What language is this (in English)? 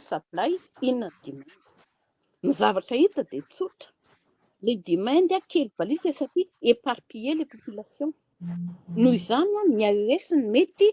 Malagasy